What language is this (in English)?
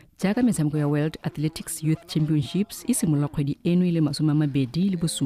Tswana